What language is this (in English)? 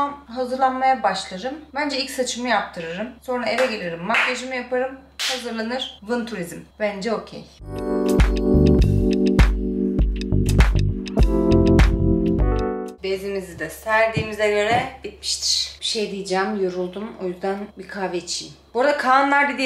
Turkish